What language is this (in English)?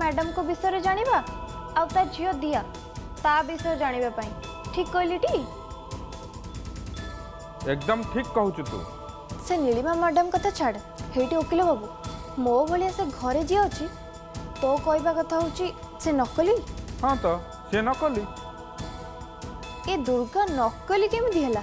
Odia